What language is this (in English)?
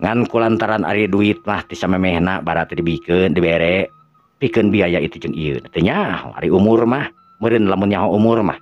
Sundanese